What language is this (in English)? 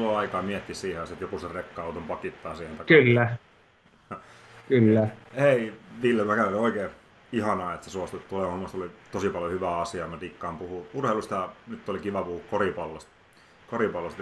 Finnish